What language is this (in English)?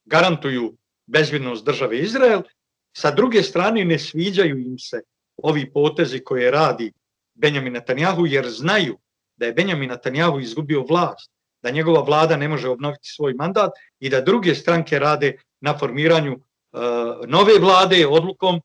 Bosnian